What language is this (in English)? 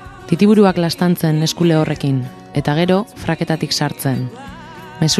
Basque